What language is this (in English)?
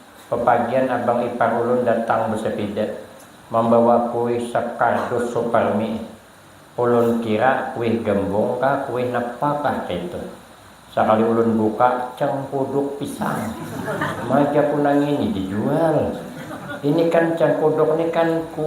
Banjar